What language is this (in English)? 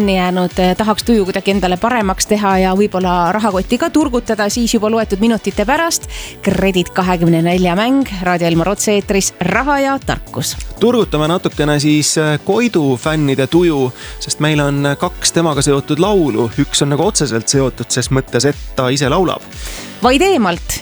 Estonian